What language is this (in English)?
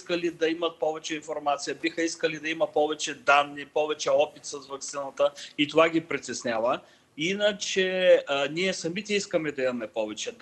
Bulgarian